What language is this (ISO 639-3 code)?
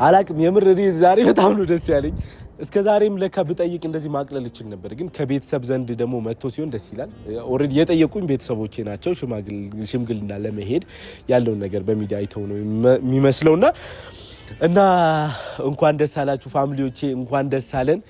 amh